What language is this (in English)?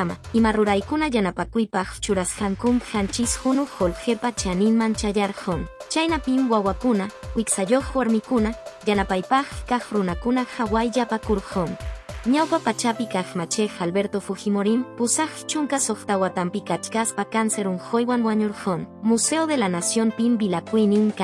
Quechua